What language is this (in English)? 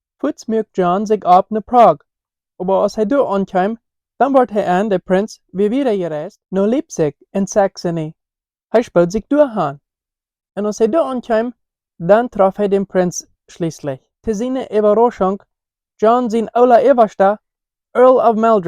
Plautdietsch